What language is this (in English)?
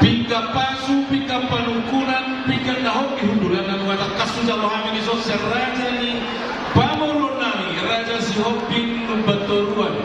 Batak Toba